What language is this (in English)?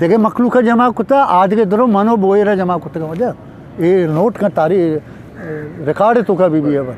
Eastern Balochi